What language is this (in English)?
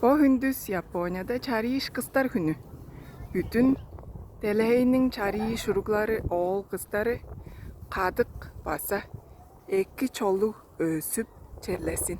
Tuvinian